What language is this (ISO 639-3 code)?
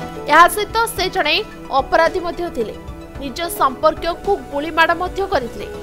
ori